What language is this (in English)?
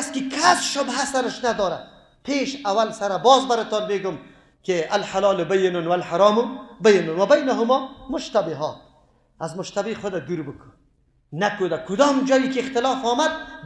Persian